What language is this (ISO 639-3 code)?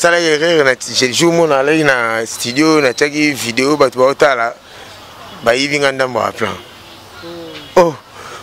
lin